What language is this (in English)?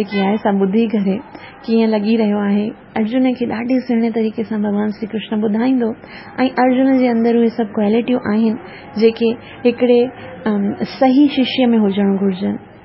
Sindhi